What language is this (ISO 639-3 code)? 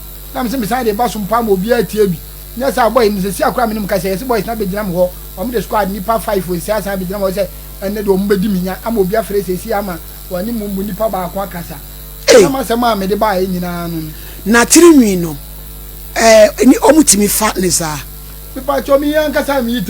aka